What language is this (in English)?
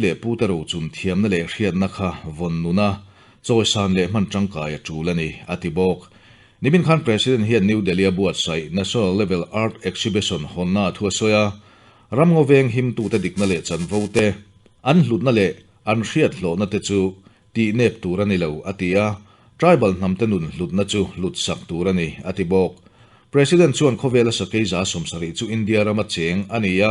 Mizo